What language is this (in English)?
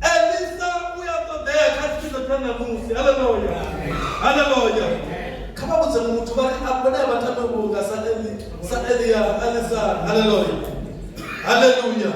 Venda